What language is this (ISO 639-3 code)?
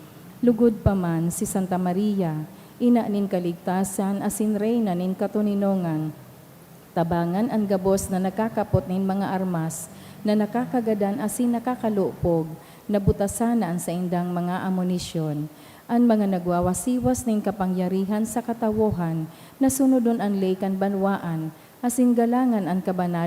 bik